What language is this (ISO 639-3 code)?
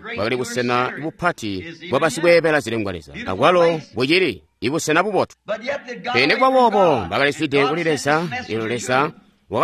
toi